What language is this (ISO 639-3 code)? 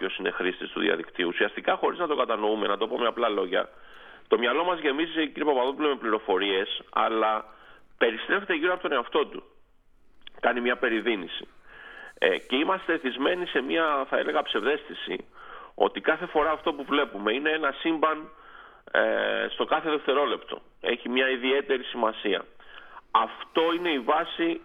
ell